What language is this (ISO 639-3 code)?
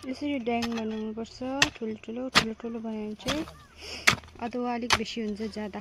nep